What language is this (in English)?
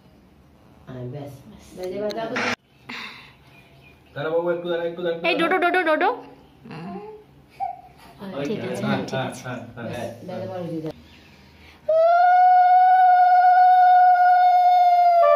Bangla